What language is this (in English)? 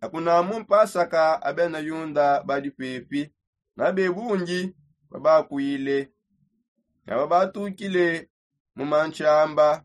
Songe